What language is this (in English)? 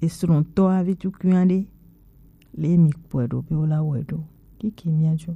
Gen